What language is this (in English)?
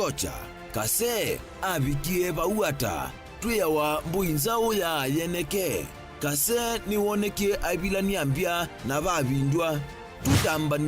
Kamba